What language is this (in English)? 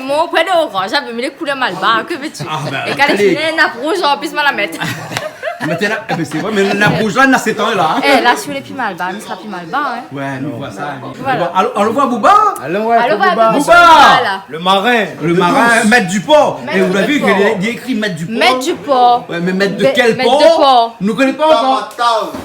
Réunion Creole French